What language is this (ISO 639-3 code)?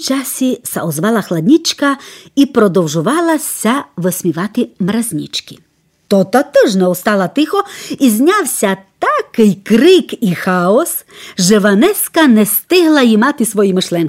rue